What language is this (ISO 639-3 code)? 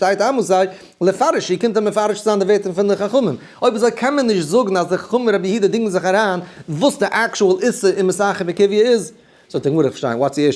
yid